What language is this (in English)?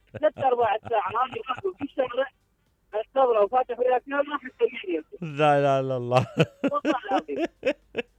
Mesopotamian Arabic